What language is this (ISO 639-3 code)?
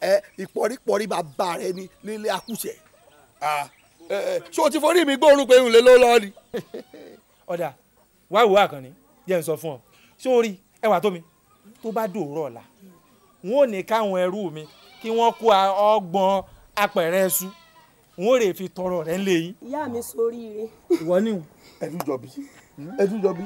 yor